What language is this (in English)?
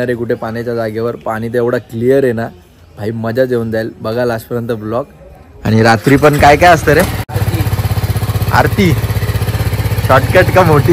Marathi